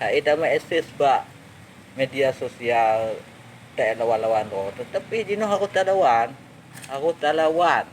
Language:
Achinese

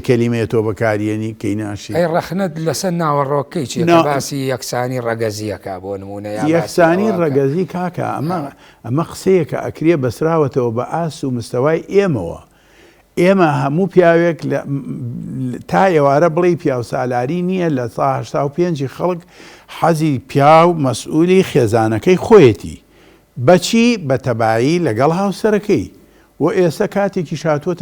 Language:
Central Kurdish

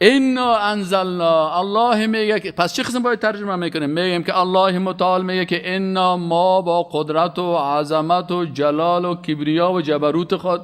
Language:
Persian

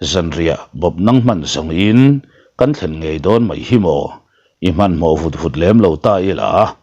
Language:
Mizo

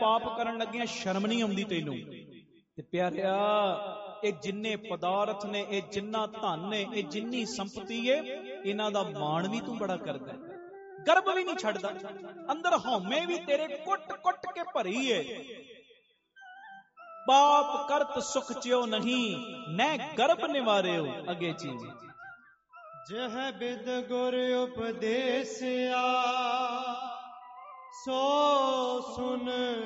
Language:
Punjabi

